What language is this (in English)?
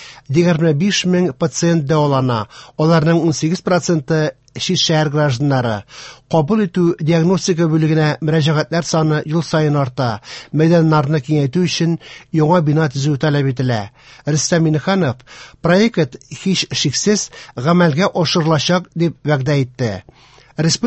Tatar